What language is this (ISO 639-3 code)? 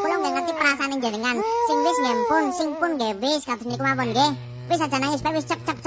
jav